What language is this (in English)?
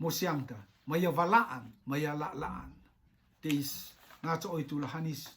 Rotuman